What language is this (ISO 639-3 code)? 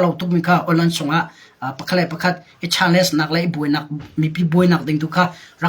cnh